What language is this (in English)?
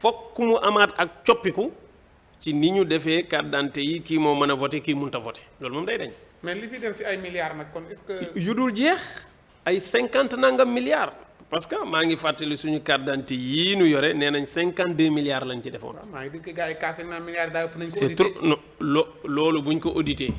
Wolof